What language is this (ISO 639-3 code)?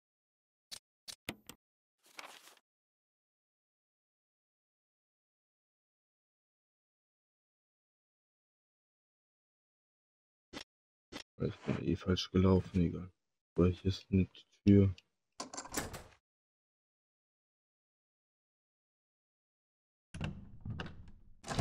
deu